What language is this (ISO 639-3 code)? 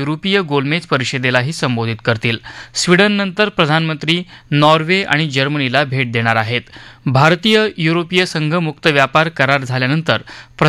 mar